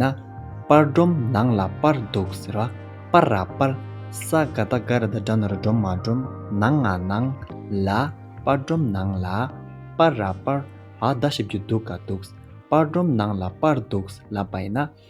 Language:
Tibetan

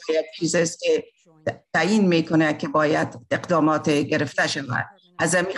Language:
Persian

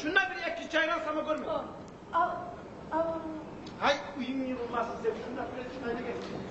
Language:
Kumyk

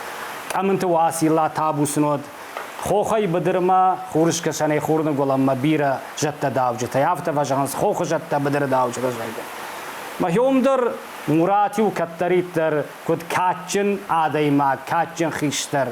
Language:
Ossetic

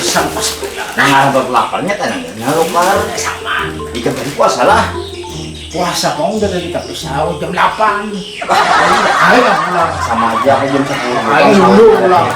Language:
Banjar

